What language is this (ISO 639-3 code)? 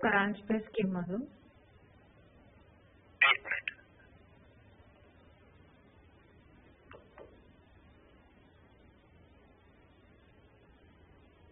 mar